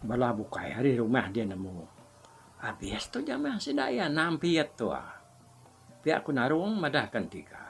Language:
Iban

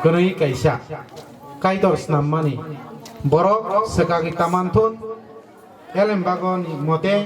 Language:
Kok Borok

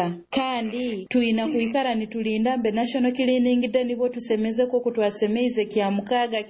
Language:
Nyoro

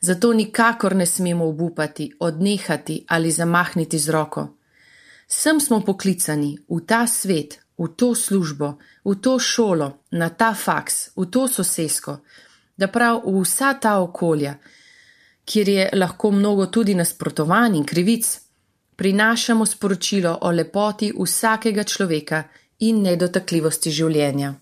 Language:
Slovenian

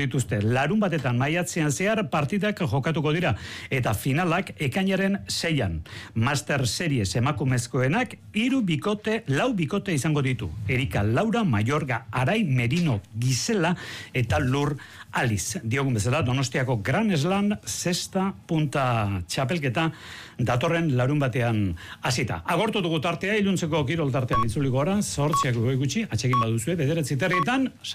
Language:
Basque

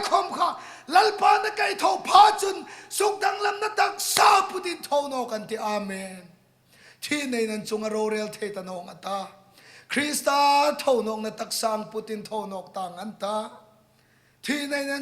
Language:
Hmar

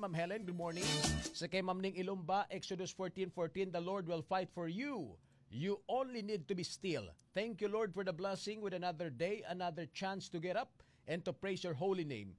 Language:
Hiligaynon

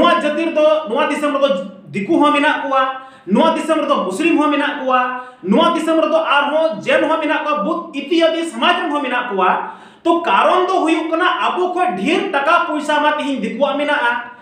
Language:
Santali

